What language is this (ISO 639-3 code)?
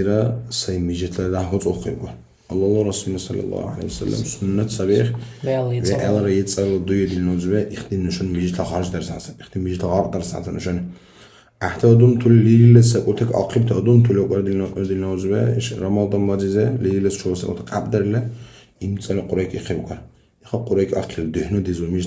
dar